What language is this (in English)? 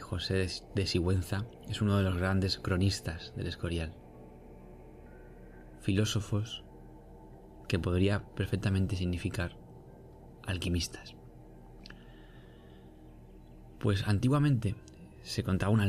Spanish